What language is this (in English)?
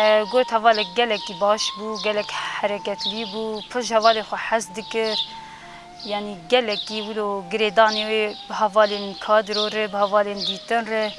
Kurdish